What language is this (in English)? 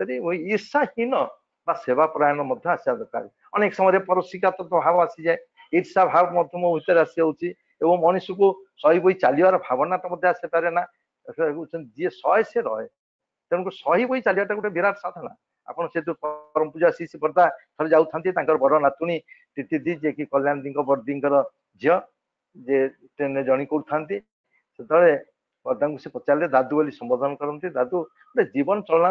Odia